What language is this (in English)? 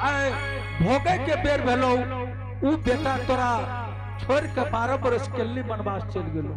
Angika